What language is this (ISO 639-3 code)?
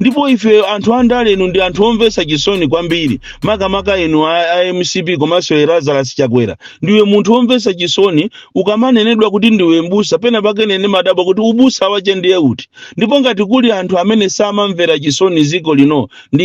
nya